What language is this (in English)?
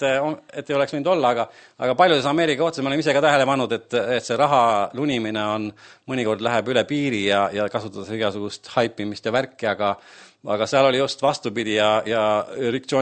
Estonian